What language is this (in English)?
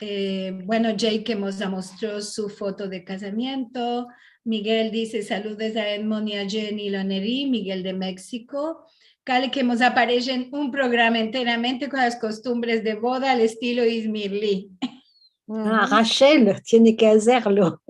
Ladino